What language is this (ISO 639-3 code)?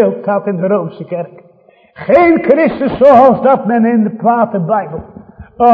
nld